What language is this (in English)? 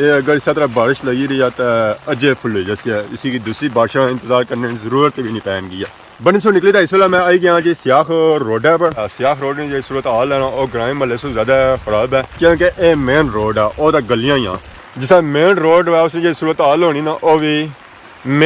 Pahari-Potwari